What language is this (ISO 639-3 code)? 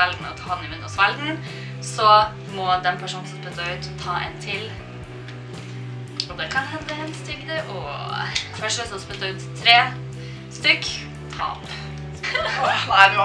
nor